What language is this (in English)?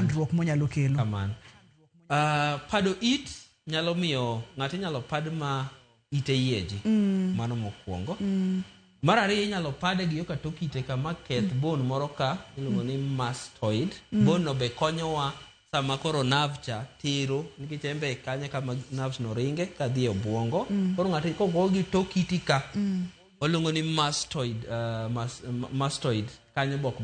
Luo (Kenya and Tanzania)